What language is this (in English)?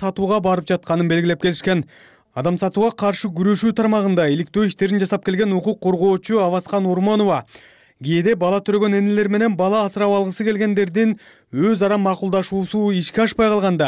Kyrgyz